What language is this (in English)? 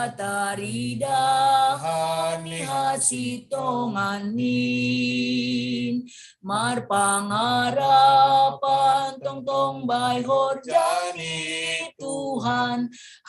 Batak Simalungun